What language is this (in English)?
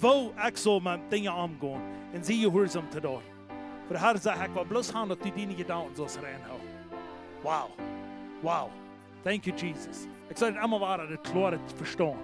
Plautdietsch